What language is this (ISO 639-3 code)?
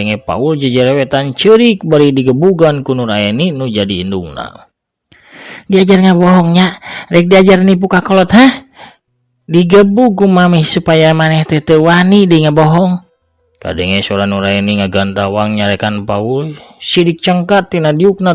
sun